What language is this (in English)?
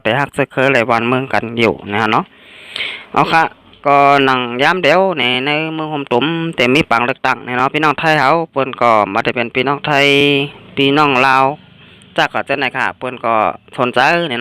Shan